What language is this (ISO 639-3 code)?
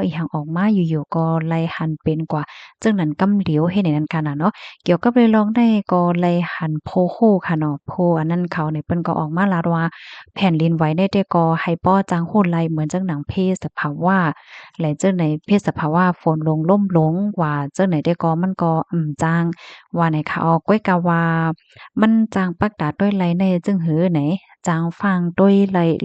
shn